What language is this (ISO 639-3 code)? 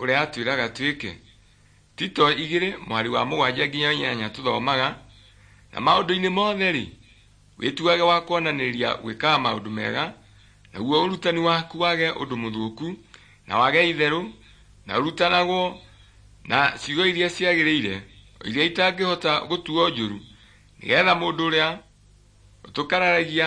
kik